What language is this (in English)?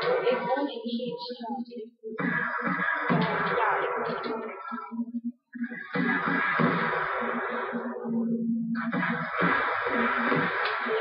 Dutch